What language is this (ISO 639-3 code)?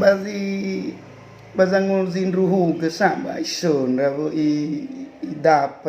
nia